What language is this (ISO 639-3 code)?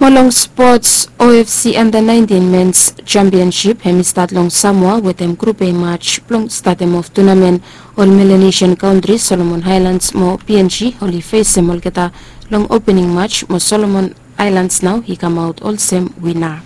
bis